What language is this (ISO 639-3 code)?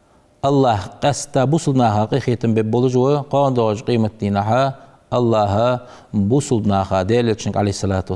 inh